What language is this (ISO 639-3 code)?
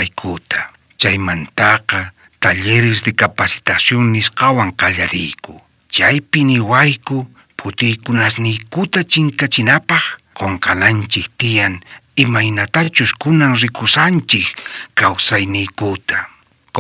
quh